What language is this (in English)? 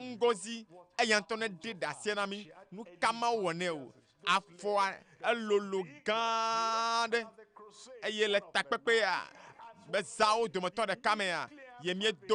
Ewe